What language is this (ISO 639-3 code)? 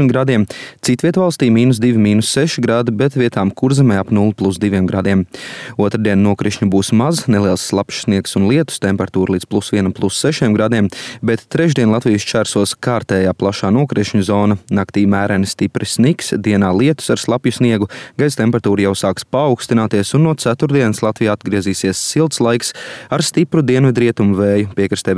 lav